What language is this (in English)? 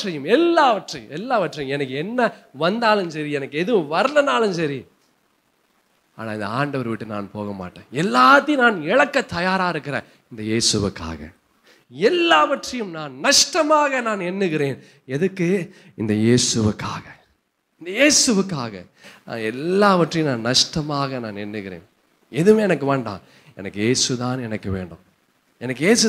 Tamil